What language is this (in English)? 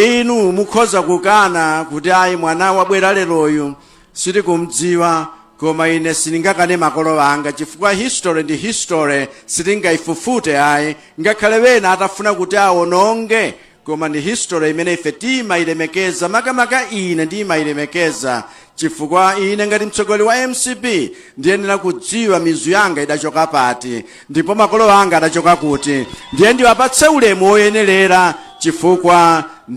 Nyanja